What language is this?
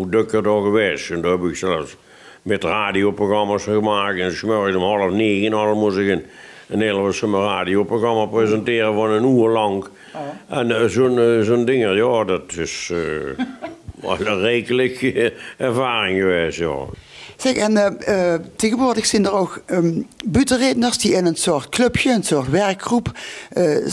Limburgish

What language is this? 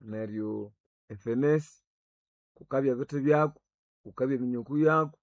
Nande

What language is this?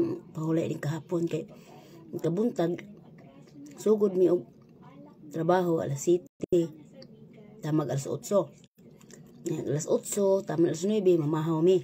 Cebuano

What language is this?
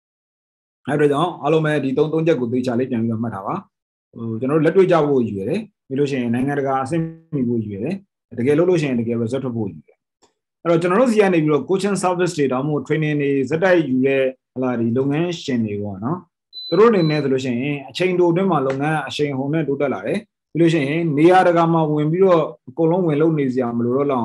Burmese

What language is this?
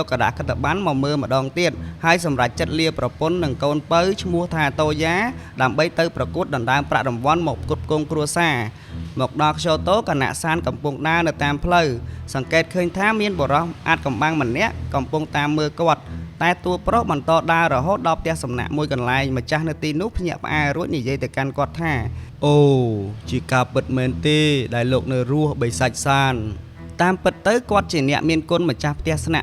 Khmer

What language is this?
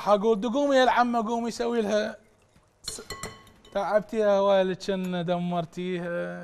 Mesopotamian Arabic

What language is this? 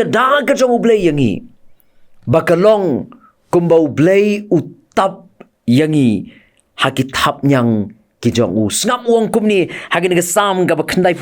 Khasi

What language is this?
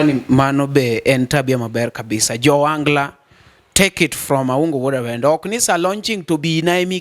Luo (Kenya and Tanzania)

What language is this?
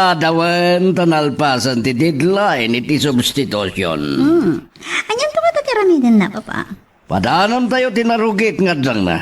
Iloko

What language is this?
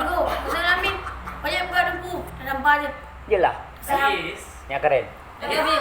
Achinese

